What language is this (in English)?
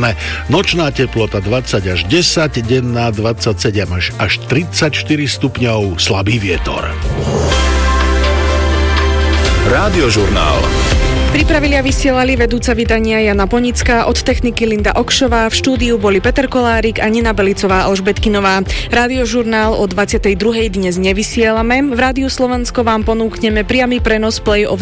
Slovak